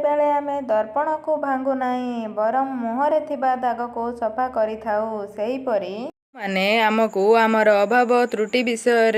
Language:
Odia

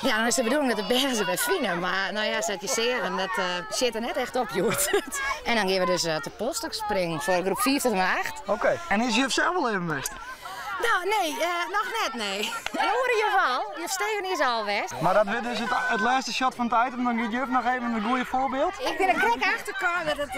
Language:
Western Frisian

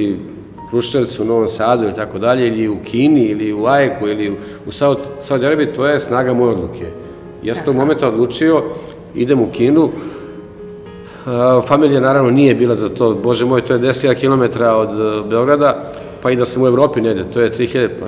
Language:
Serbian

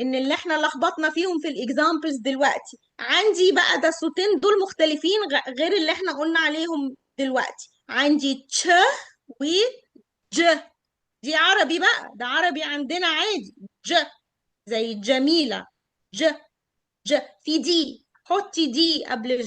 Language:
Egyptian Arabic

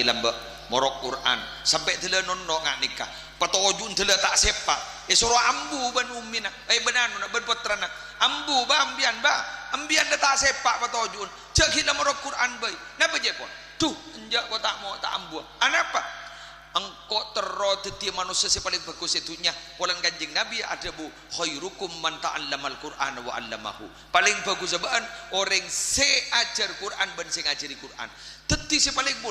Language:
Madurese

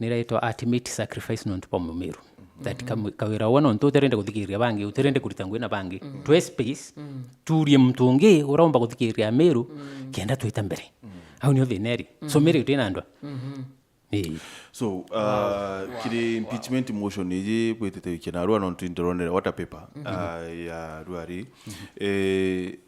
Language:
Meru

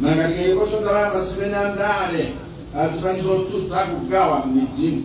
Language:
Nyanja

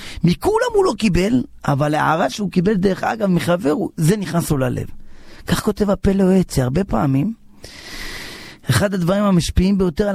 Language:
Hebrew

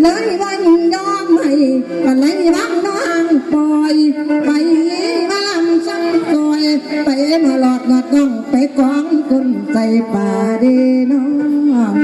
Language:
Northeastern Thai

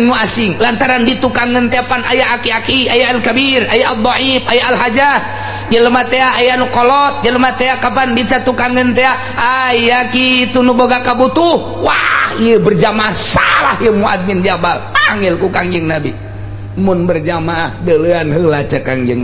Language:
Sundanese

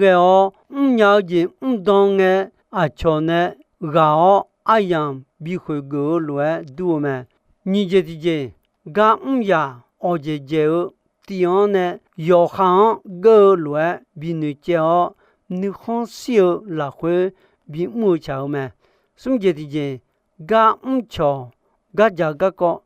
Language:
Akha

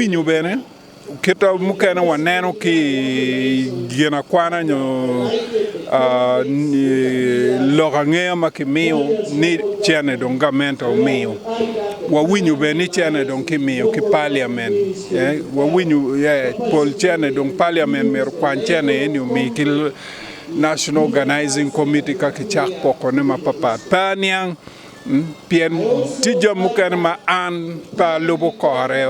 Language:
Acoli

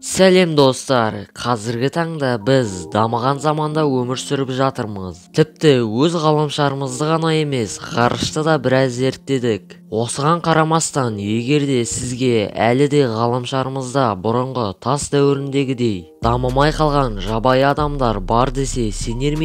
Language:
Kazakh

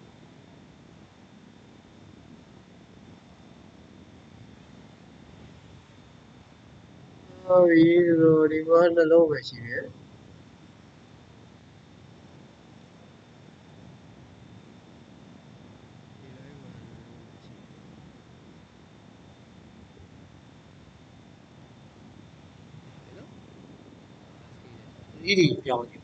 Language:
Burmese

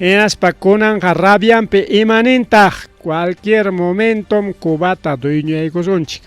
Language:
Ayacucho Quechua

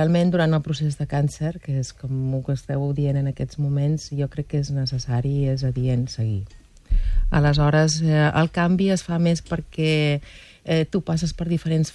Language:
Catalan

